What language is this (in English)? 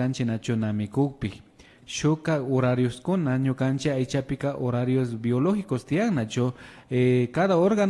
Imbabura Highland Quichua